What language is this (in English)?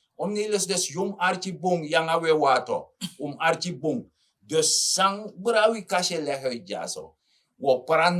Sranan Tongo